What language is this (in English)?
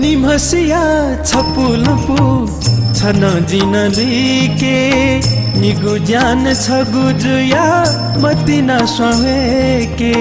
Newari